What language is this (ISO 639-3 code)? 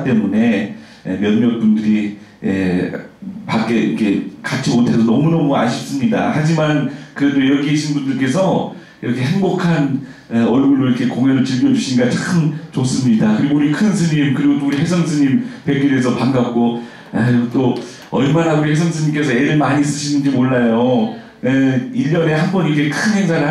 kor